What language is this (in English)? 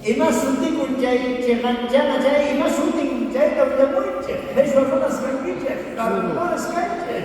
South Bolivian Quechua